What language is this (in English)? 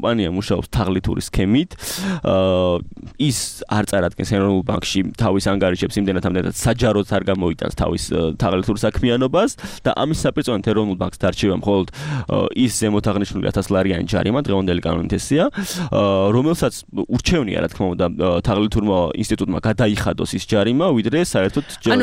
Georgian